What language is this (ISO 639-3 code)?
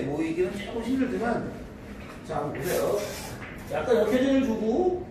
kor